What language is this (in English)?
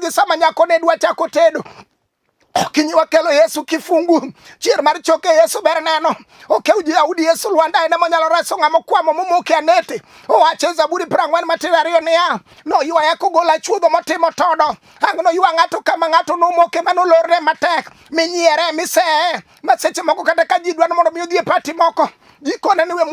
Luo (Kenya and Tanzania)